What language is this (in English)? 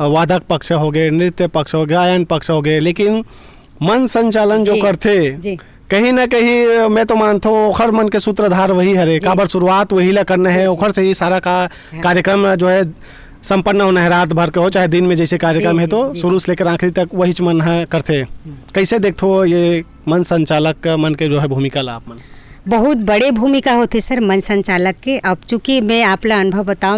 Chhattisgarhi